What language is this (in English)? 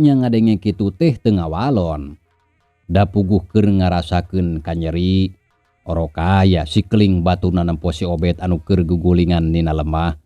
Sundanese